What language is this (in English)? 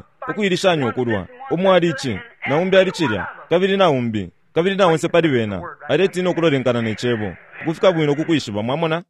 Bemba